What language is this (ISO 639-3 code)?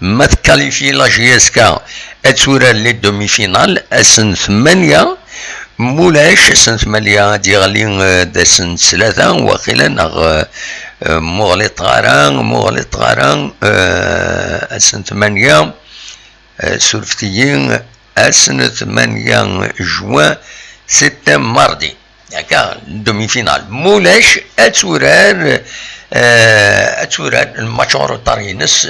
kab